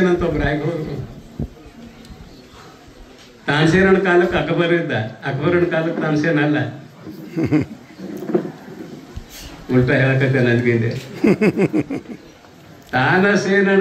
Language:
Kannada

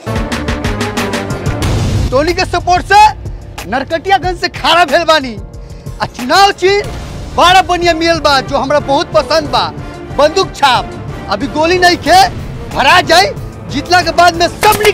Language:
Bhojpuri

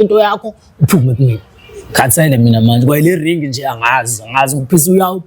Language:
Zulu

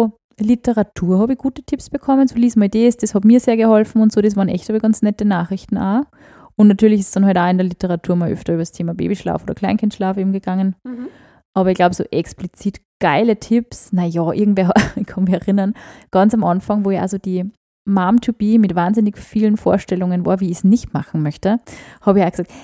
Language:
German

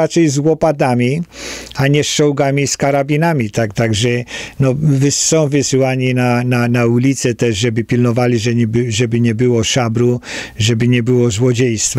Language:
Polish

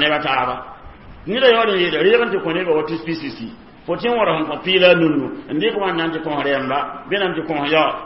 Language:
Mossi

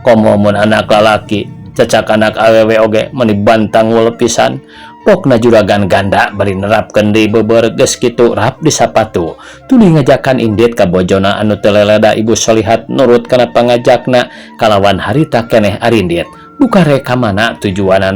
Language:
Sundanese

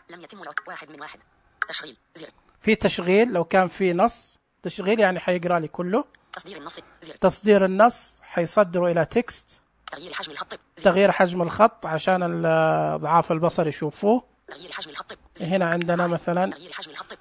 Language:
Najdi Arabic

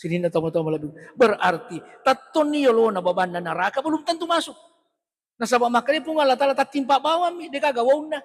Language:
Buginese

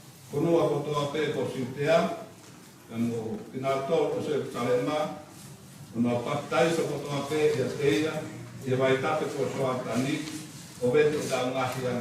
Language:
Tongan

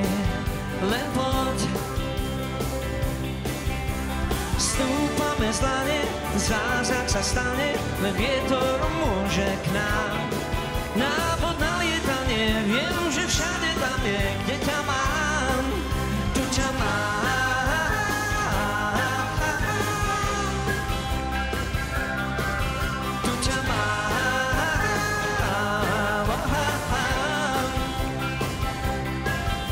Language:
Slovak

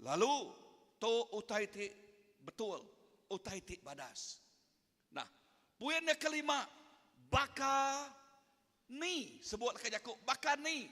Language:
Iban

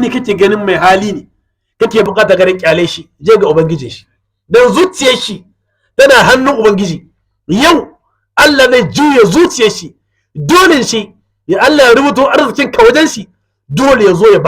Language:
Hausa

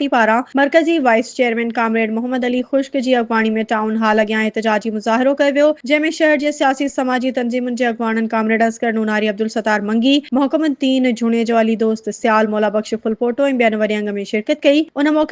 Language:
Sindhi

